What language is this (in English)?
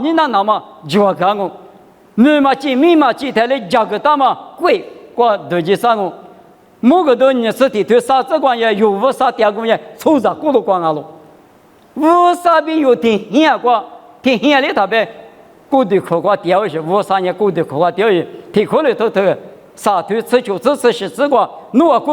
Lisu